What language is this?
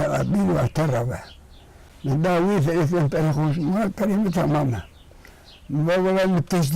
Kurdish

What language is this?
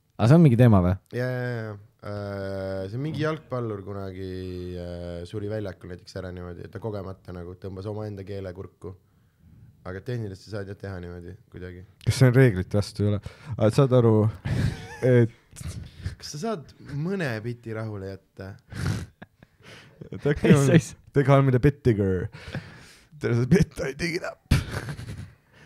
Estonian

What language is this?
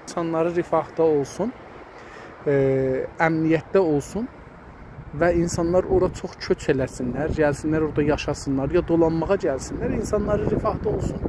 South Azerbaijani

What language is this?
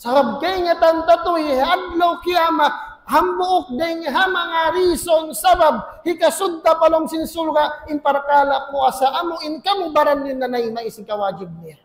Tausug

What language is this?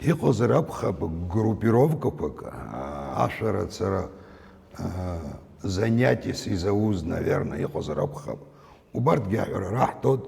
Abkhazian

